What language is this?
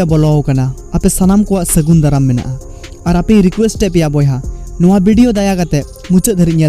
Santali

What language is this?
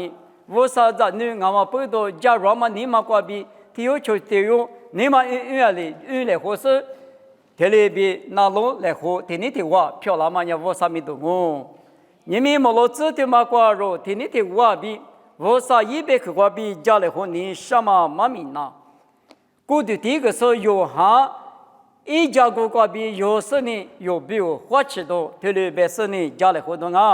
Lisu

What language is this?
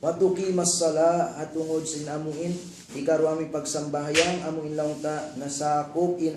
Tausug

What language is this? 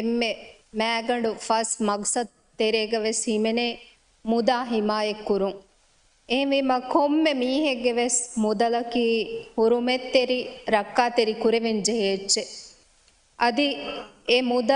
Divehi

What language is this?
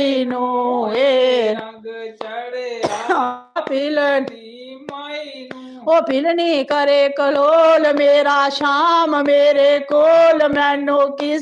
Dogri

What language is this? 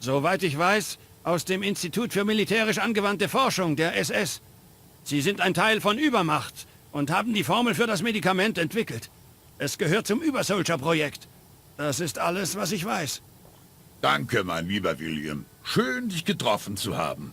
Bavarian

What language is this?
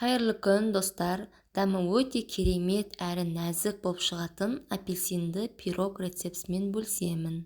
Kazakh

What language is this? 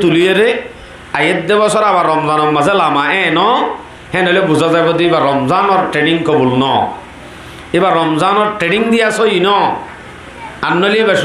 Rohingya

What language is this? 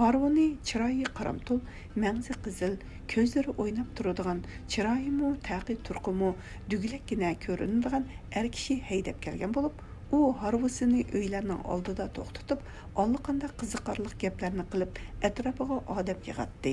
Uyghur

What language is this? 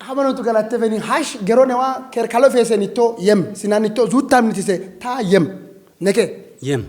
Amharic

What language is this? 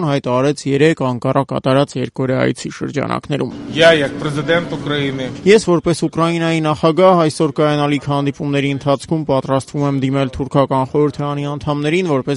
Armenian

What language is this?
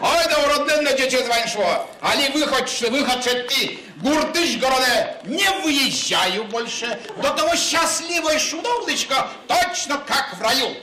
Udmurt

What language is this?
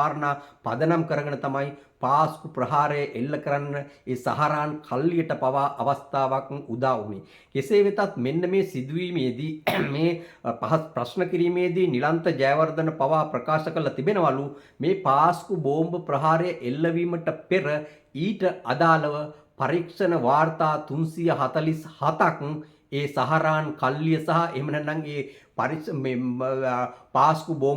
Sinhala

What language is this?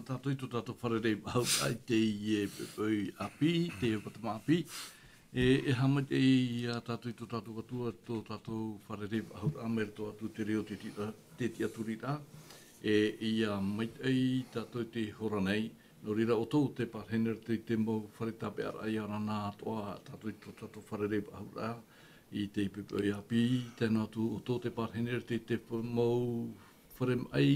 Tahitian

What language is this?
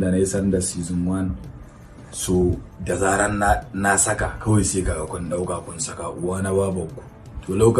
Hausa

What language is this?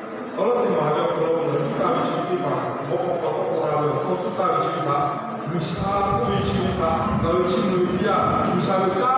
Lahu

